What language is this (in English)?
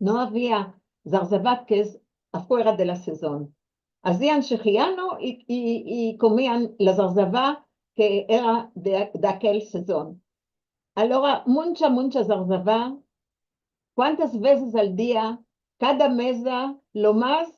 Ladino